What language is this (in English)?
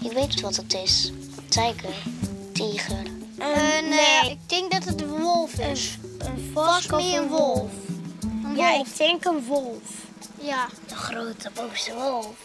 Western Frisian